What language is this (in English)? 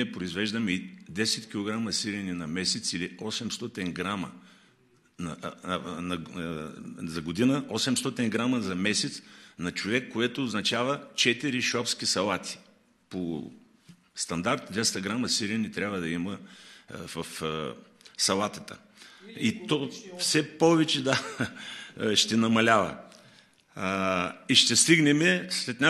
Bulgarian